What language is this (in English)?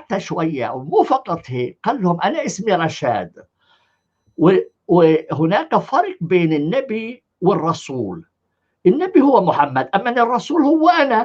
North Levantine Arabic